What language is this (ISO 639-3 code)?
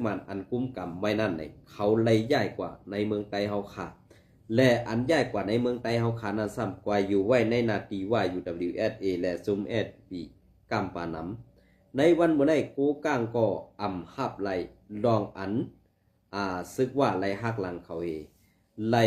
shn